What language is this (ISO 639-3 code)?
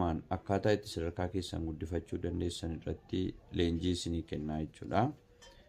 orm